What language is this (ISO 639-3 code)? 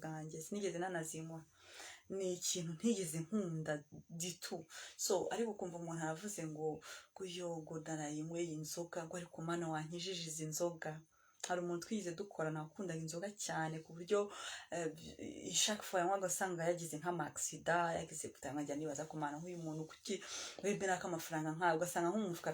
kin